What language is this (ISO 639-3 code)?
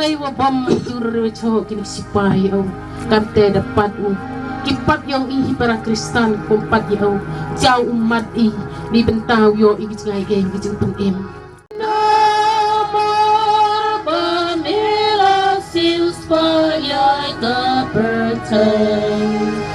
kha